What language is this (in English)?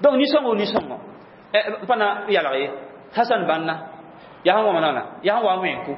Mossi